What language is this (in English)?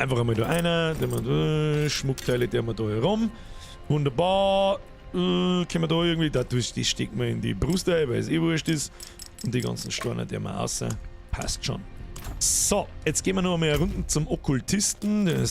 Bavarian